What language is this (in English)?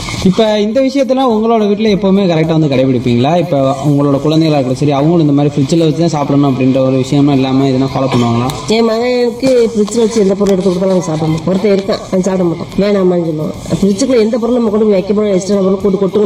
Tamil